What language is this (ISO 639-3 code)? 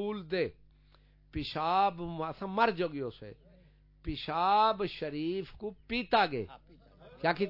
skr